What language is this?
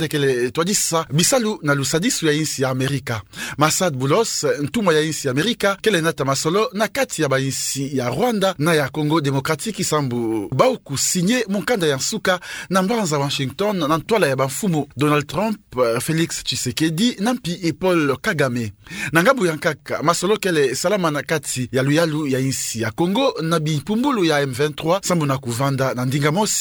Kituba (Democratic Republic of Congo)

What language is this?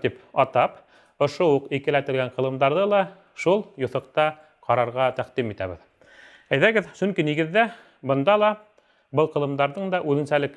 Bashkir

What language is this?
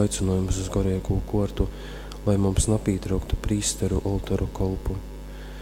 Latgalian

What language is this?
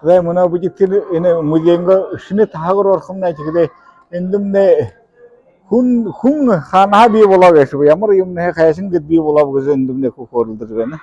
Buriat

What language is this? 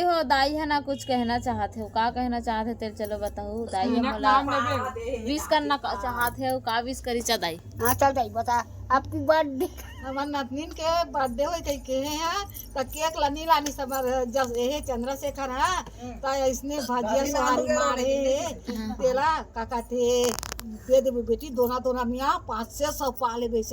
Chhattisgarhi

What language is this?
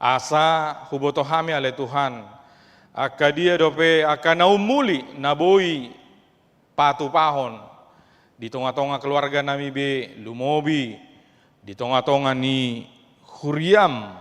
Batak Toba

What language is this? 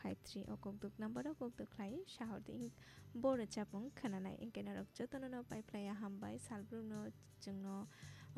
Kok Borok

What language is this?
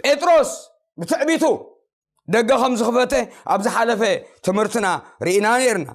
Tigrinya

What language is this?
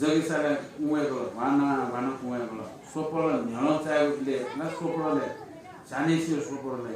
Newari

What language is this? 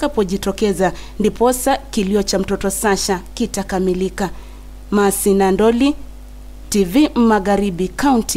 Swahili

